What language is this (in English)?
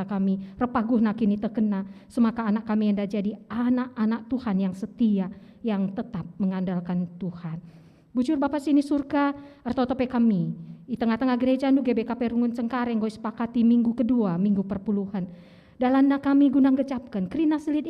Batak Karo